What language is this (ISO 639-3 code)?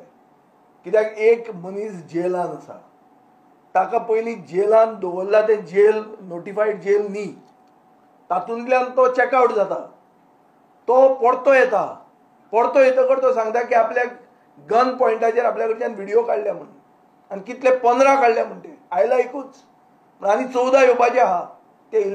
kok